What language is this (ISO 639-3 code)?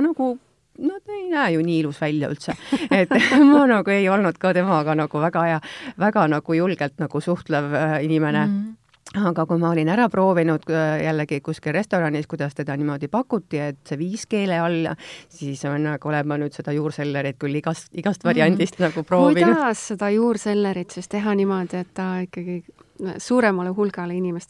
est